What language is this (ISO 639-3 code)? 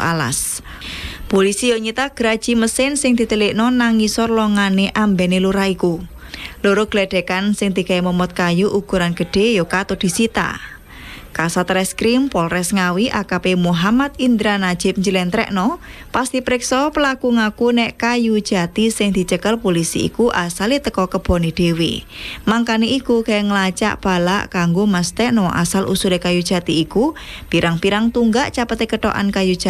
jav